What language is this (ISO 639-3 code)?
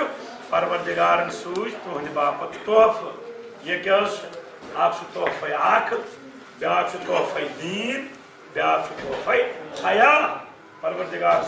kas